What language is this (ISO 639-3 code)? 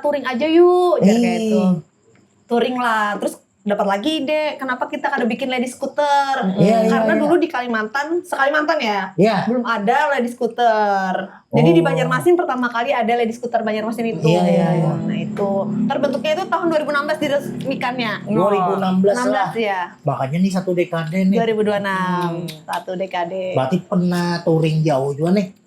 bjn